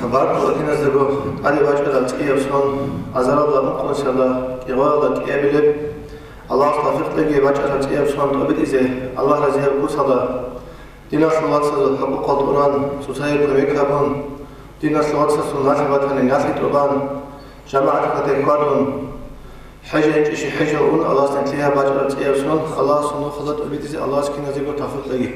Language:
Avaric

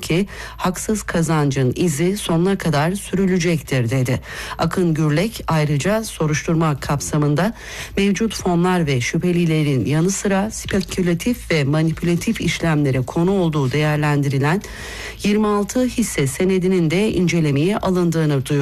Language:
Turkish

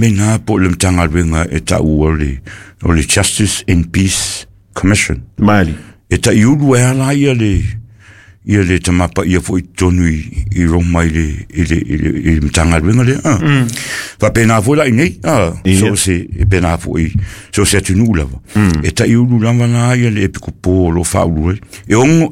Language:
Samoan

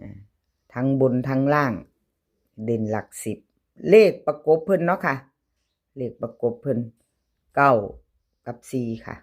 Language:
Northeastern Thai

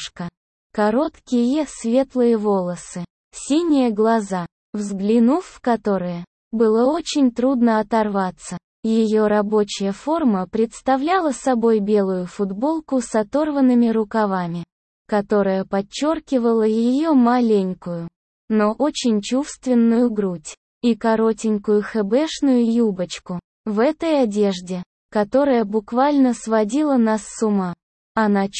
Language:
Russian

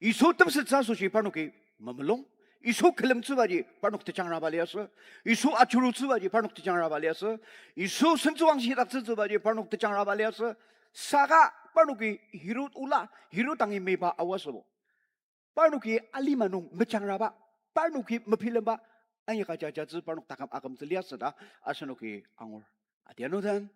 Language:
Ao Naga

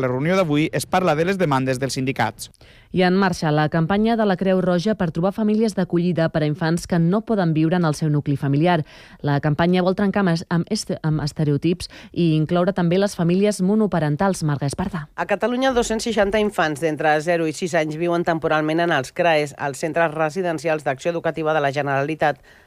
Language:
Catalan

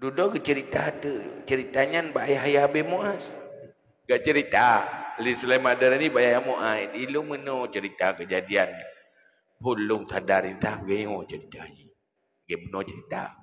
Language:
Achinese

